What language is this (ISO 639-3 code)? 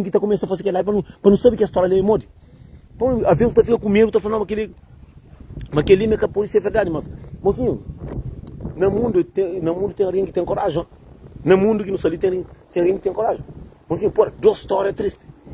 kea